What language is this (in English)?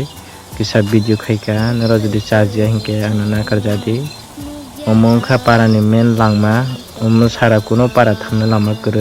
Kok Borok